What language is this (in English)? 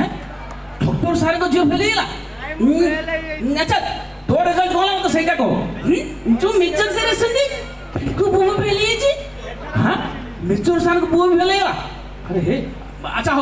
Odia